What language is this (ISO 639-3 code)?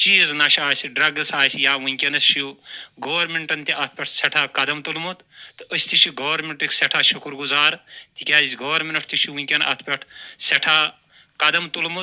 kas